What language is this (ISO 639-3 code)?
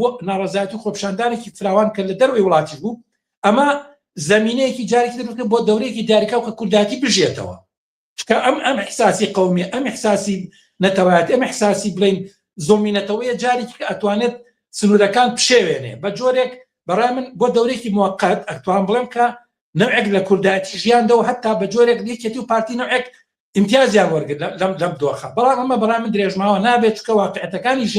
ckb